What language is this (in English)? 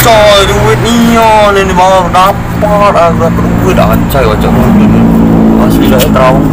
Musi